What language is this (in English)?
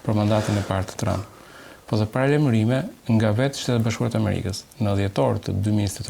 Albanian